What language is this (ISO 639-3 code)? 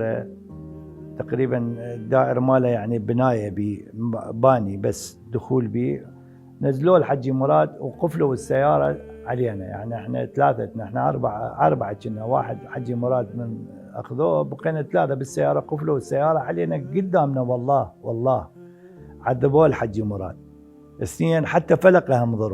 acm